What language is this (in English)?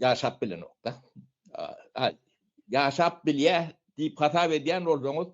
Turkmen